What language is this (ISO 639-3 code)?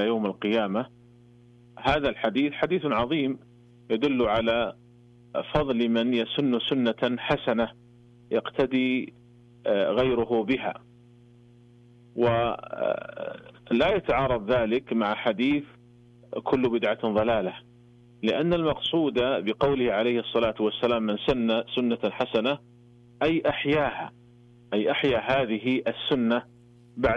ara